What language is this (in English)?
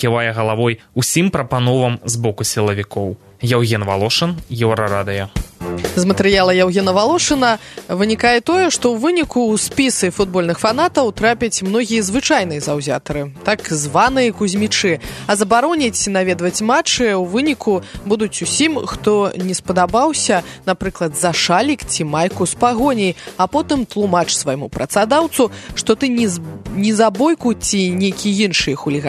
Belarusian